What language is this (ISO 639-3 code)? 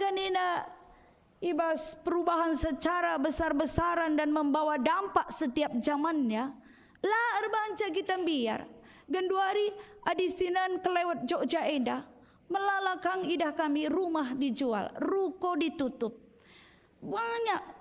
btx